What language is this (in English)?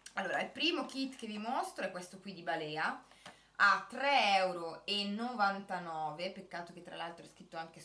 Italian